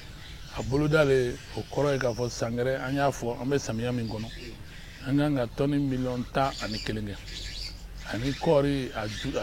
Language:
Bambara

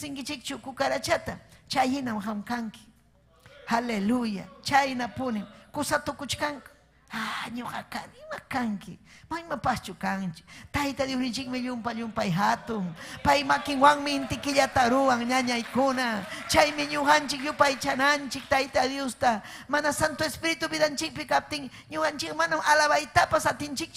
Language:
Ayacucho Quechua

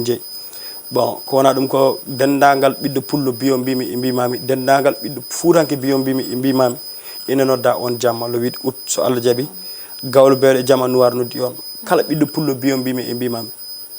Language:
Fula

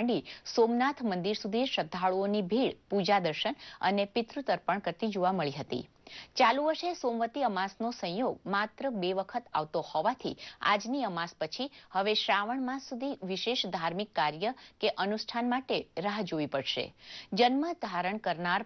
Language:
Gujarati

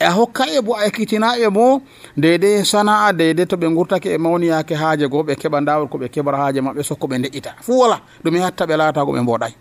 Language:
Nigerian Fulfulde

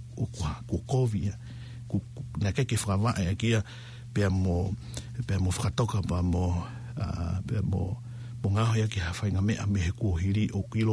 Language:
Tongan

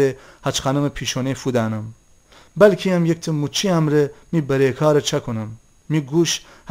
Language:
Gilaki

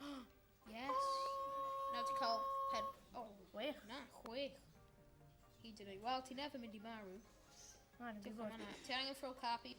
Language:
Welsh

